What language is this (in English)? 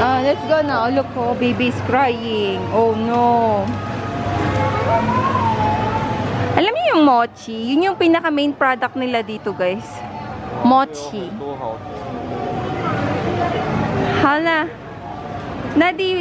Filipino